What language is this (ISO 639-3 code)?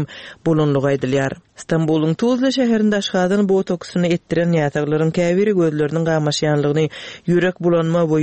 tuk